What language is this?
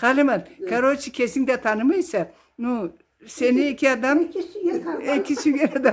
Karachay-Balkar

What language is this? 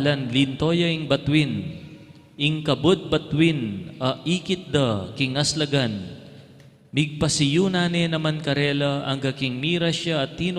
Pampanga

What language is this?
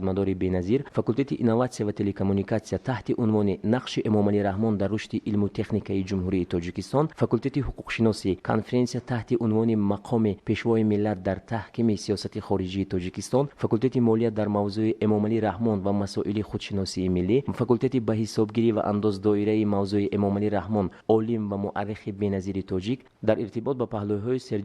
Tajik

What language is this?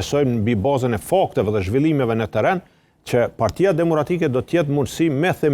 Albanian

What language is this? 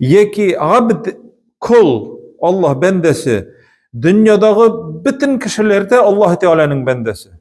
Tatar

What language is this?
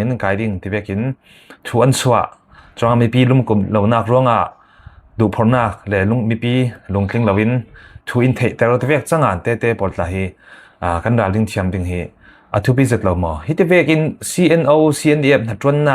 Falam Chin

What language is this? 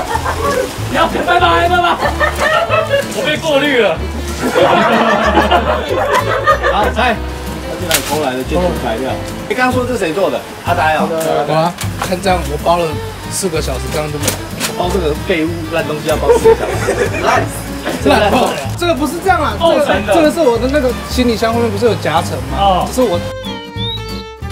Chinese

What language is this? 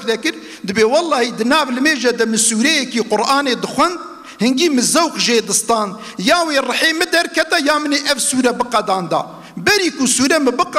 Kurdish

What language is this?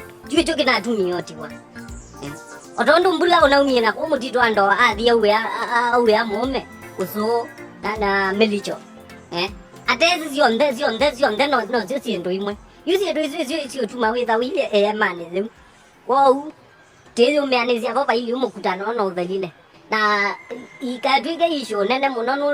Kamba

